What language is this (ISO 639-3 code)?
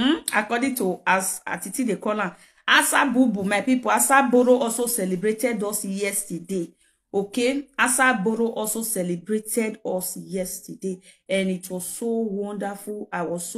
pcm